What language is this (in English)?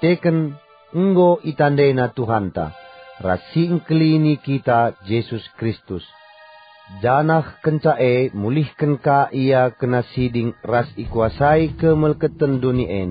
Batak Karo